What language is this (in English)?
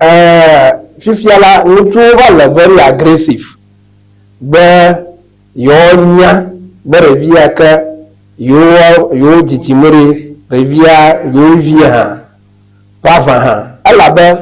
Ewe